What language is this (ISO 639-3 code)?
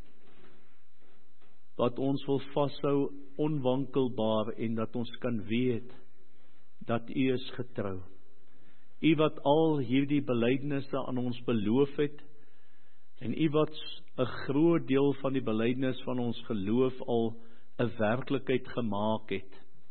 afr